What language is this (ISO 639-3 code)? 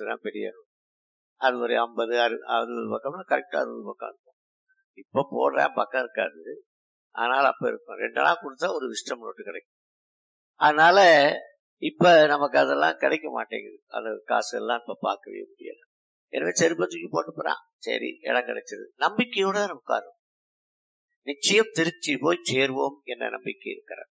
tam